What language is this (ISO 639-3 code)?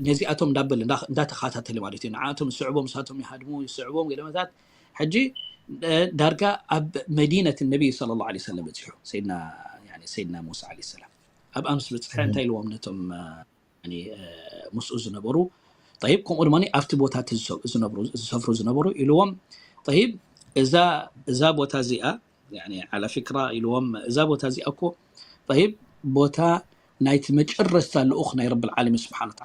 tir